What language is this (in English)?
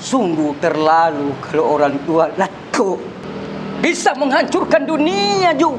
Makassar Malay